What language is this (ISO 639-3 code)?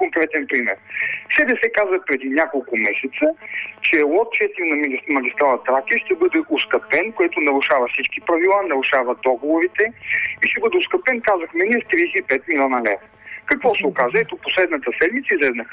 bul